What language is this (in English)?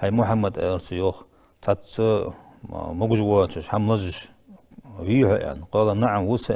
Ingush